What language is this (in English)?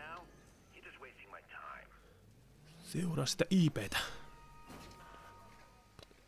Finnish